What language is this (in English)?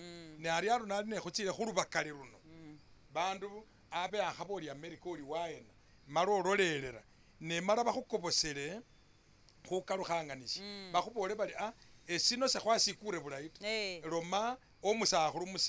Masaaba